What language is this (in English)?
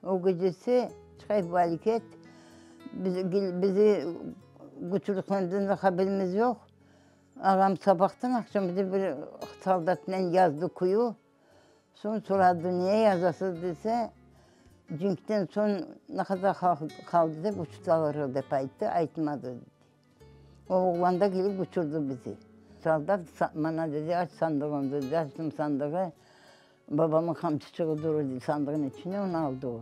Crimean Tatar